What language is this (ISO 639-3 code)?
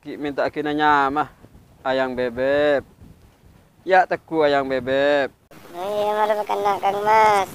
mad